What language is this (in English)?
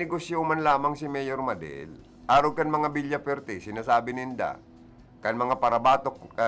Bikol